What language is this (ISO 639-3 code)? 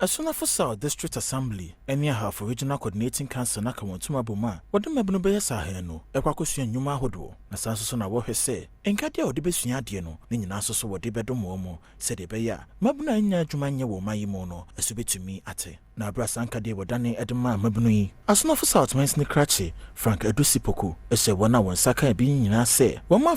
aka